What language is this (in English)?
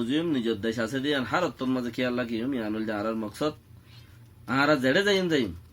Rohingya